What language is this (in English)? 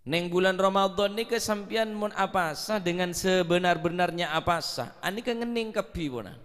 Madurese